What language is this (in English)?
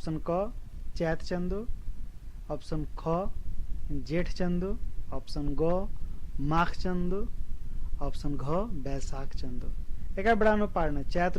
Kurukh